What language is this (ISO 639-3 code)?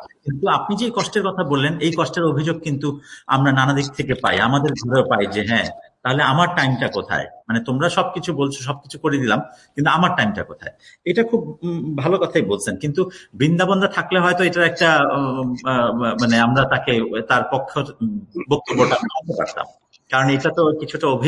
ben